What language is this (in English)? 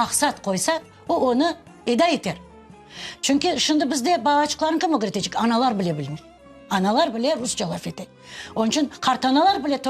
Crimean Tatar